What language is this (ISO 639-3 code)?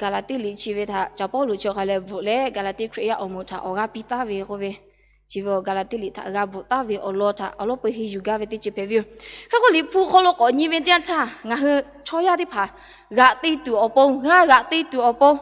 lhu